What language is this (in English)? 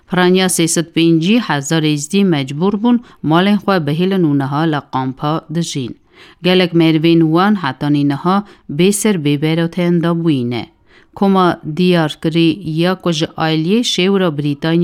Kurdish